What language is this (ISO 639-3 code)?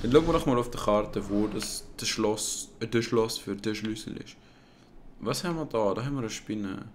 gsw